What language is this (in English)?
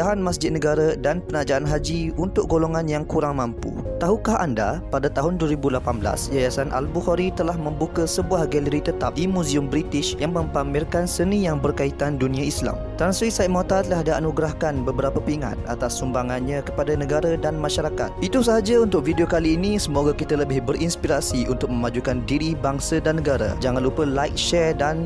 Malay